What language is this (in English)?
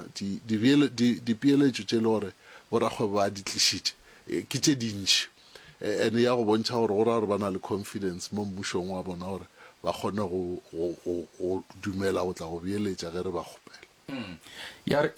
Northern Sotho